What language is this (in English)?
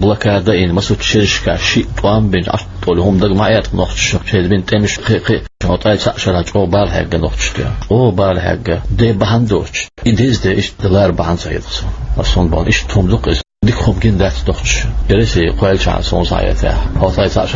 Chechen